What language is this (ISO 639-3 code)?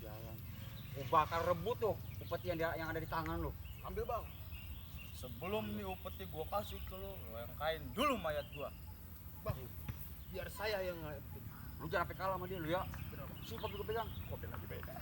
bew